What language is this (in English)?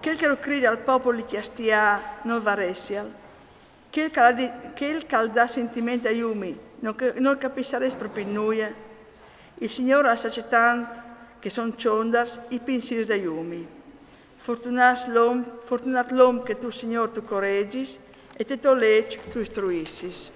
Friulian